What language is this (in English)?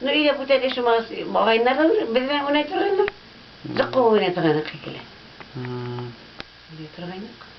Bashkir